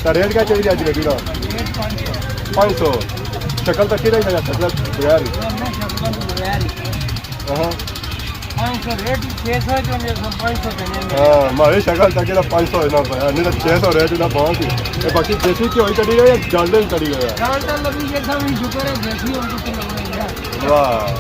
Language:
Pahari-Potwari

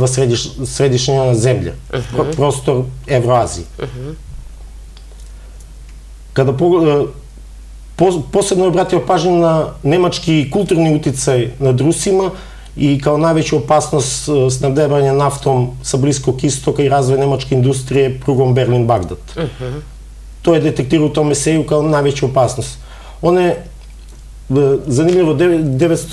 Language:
Serbian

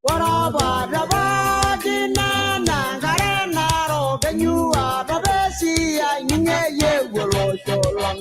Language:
Masai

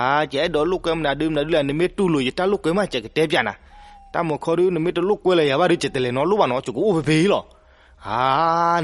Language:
S'gaw Karen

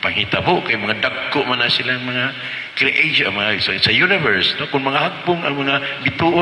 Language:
Cebuano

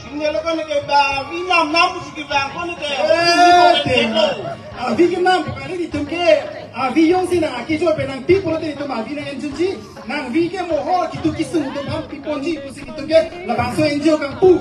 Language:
Karbi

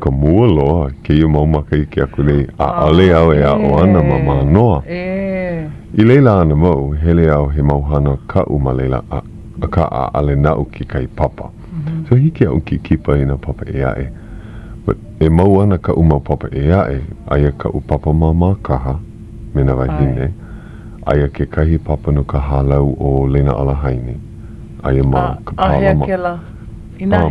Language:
Hawaiian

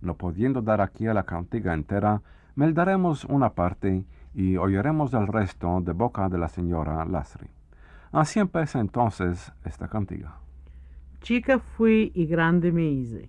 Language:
Ladino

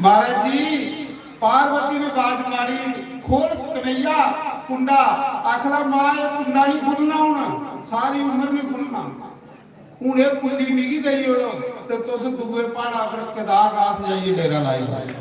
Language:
Dogri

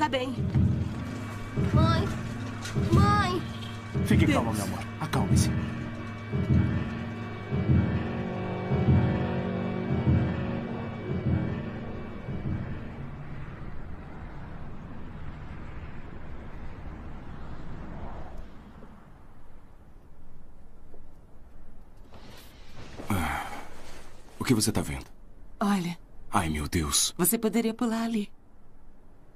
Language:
Portuguese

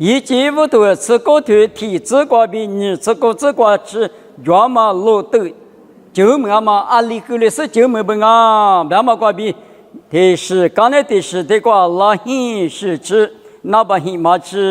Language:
Lisu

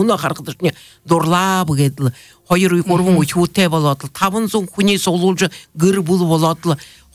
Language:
Buriat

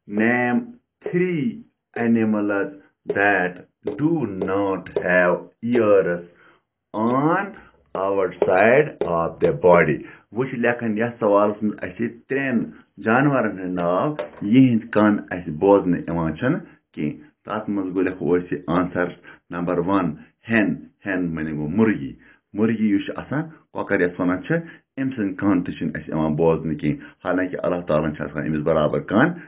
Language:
Kashmiri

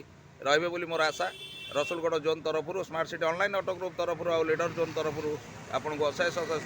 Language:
Odia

